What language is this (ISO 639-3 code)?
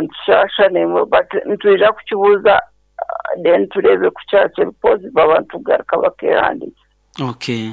nyn